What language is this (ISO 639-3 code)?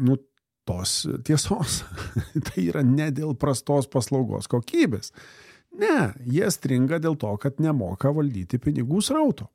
lit